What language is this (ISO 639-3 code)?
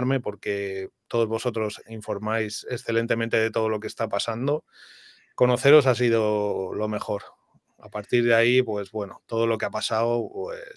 spa